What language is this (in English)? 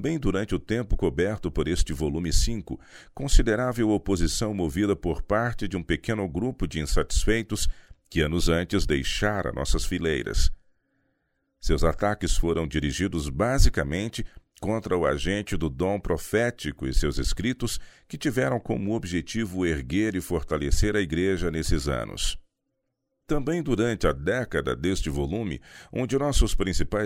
Portuguese